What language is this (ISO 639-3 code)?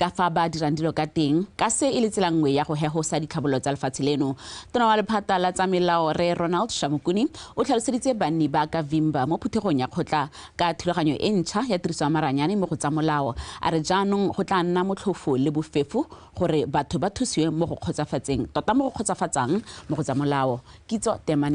tsn